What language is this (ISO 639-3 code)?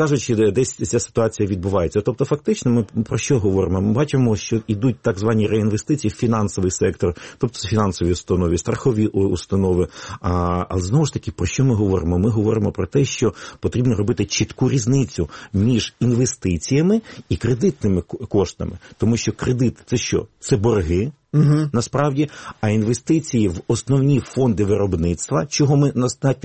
ukr